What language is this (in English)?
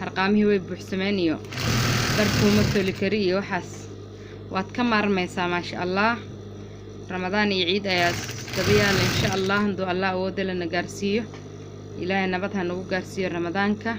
Somali